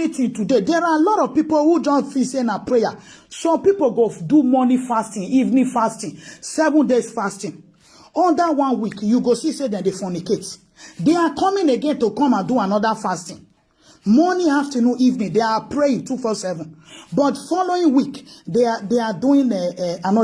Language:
Nigerian Pidgin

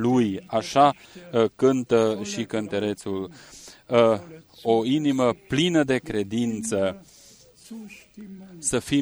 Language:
Romanian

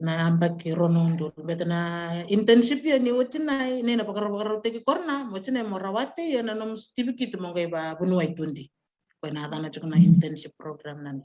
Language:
Fijian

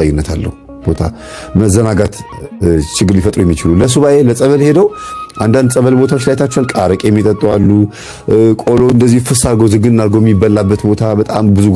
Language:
Amharic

